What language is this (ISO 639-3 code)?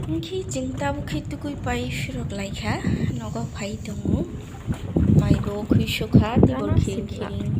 trp